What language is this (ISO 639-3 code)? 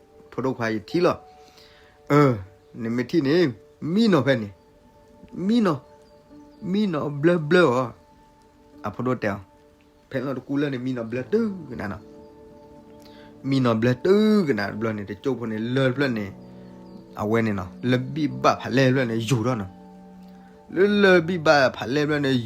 ksw